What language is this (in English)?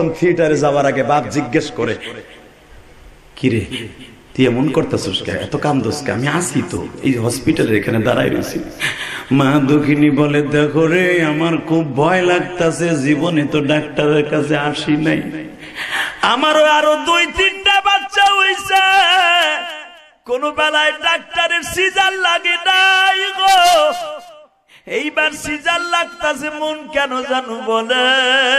Bangla